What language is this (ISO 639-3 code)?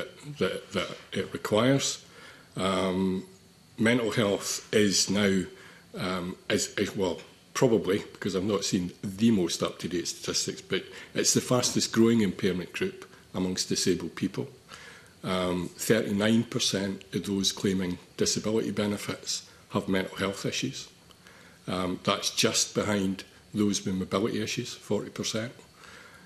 eng